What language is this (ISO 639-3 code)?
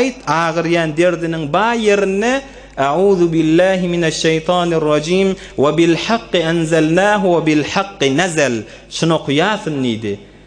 tuk